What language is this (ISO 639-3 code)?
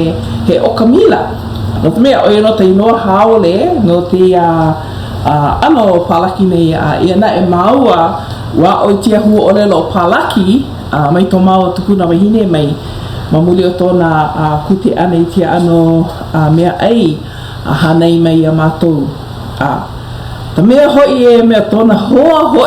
haw